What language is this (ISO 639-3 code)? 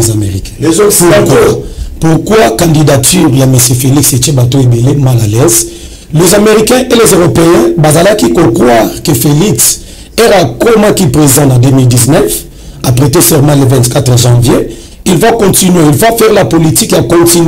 lin